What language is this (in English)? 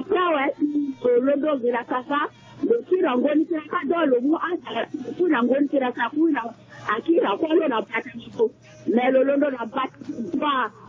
Sango